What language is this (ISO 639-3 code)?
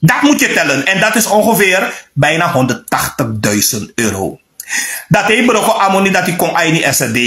srn